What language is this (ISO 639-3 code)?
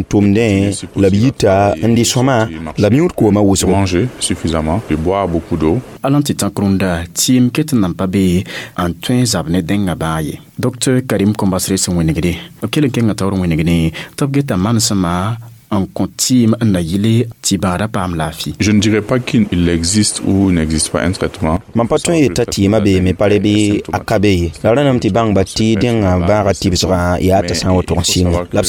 mos